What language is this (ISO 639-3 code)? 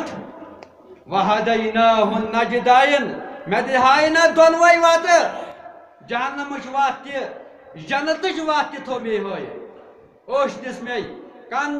kas